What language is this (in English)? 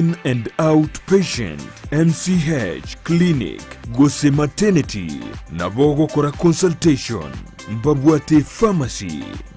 Gusii